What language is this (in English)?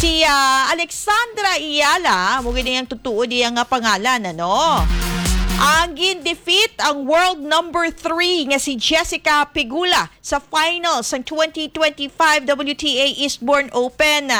Hiligaynon